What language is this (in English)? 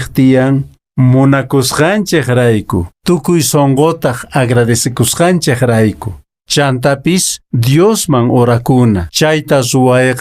Quechua